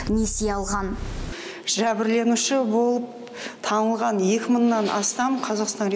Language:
Kazakh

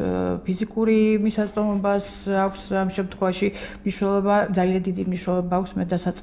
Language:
Georgian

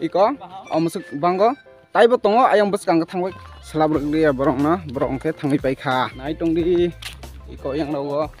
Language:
Kok Borok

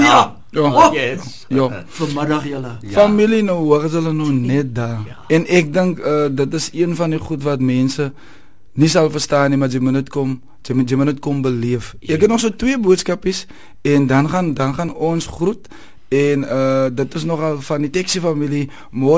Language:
Afrikaans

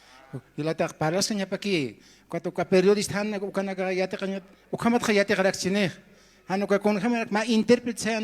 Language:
Aymara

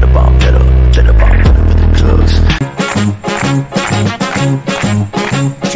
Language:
English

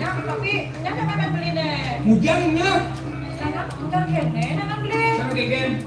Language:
Balinese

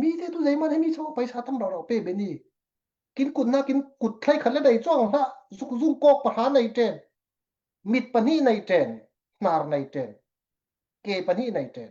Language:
Falam Chin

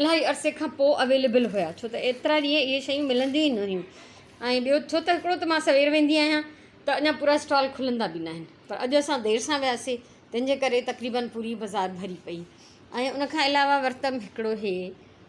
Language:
Sindhi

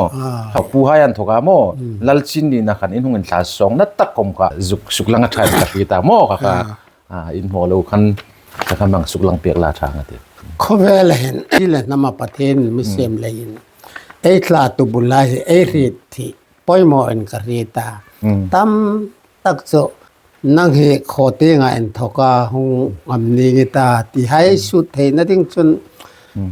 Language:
Hmar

